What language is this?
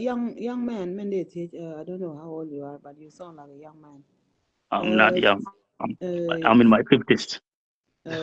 Nuer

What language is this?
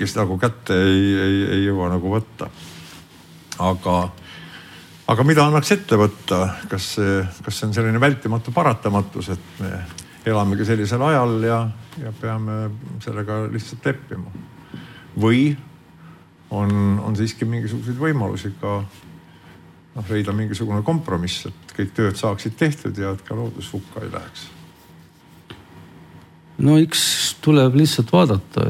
Estonian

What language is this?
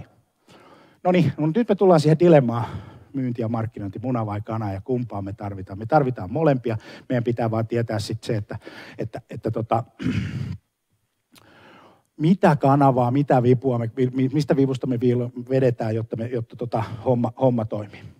Finnish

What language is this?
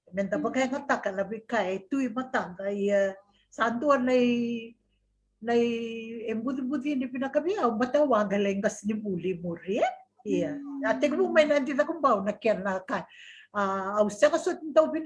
Fijian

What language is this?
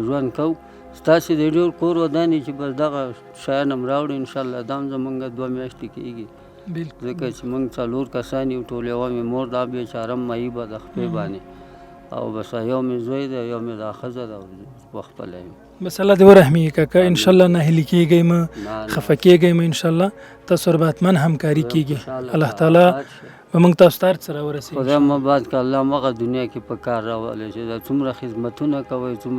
Pashto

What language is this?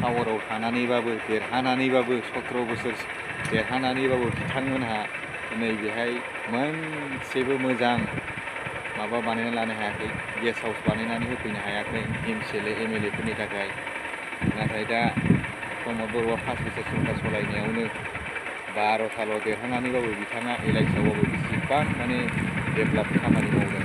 Bodo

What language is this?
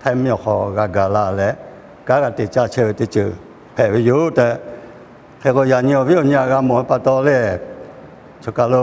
Lahu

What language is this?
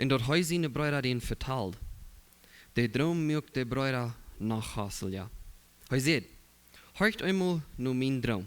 Plautdietsch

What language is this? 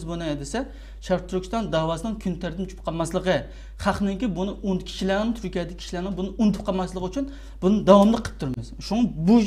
Uyghur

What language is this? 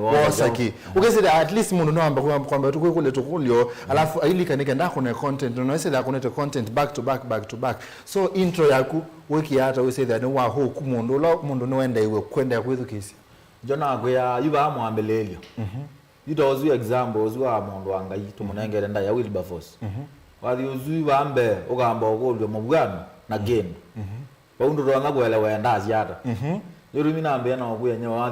Kamba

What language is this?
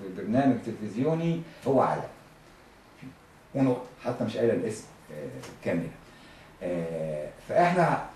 Egyptian Arabic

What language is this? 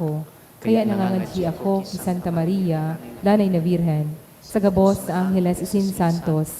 Bikol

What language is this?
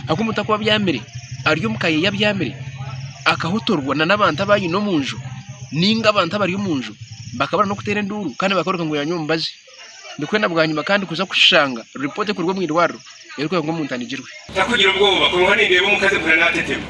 Nyankole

